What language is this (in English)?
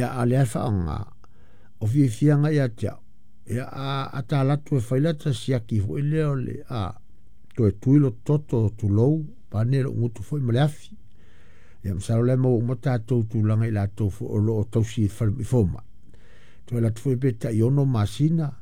Samoan